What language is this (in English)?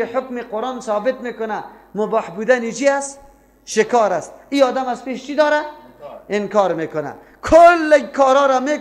Persian